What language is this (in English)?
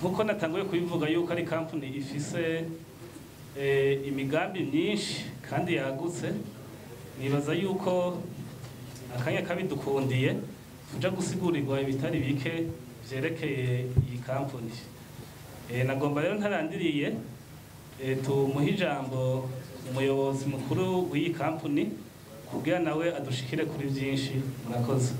Rundi